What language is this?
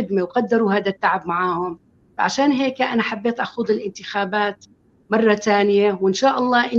North Levantine Arabic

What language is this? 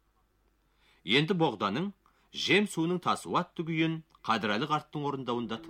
Kazakh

